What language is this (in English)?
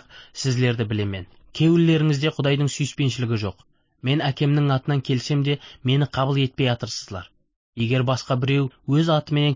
Kazakh